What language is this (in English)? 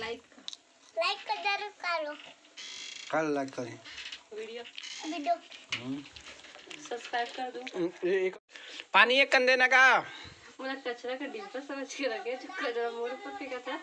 Chhattisgarhi